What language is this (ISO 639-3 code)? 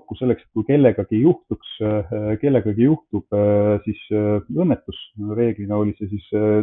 est